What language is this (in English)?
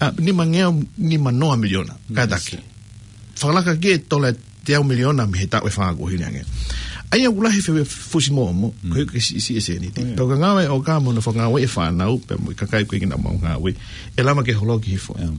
Tongan